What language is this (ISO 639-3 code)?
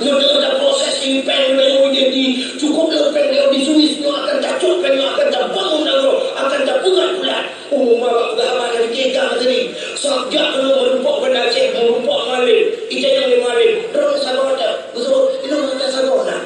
ace